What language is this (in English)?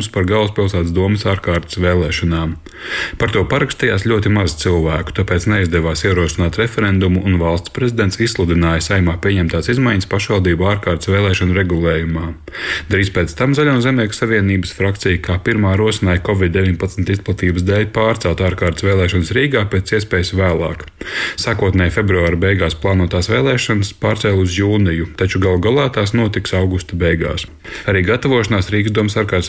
Latvian